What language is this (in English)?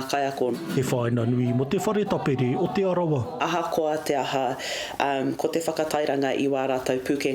Māori